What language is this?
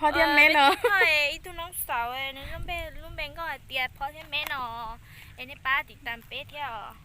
Hmong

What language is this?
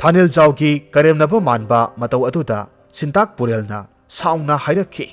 Manipuri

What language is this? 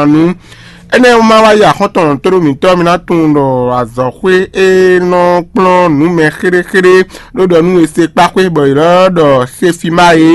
Fon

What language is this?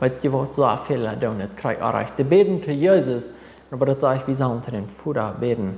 Plautdietsch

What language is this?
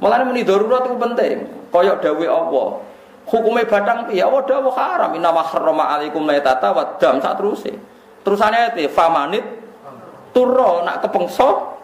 Javanese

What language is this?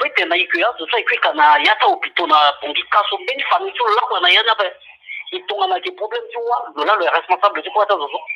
Sango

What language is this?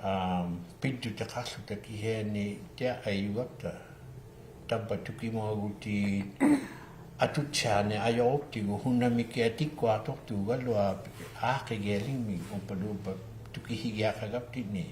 Inuktitut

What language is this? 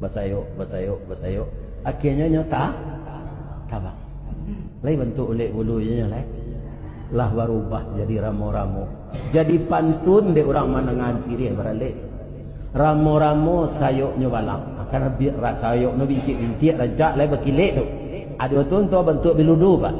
Minangkabau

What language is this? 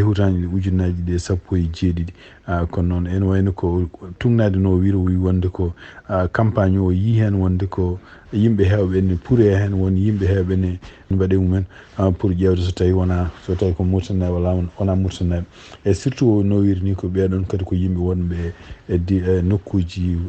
Fula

